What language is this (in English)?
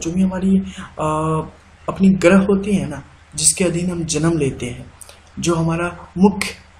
Hindi